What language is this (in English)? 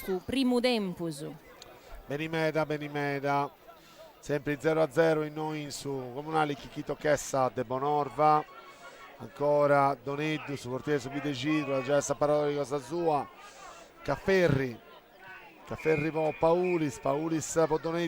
Sardinian